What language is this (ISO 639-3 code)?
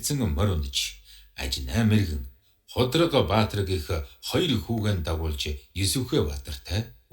mon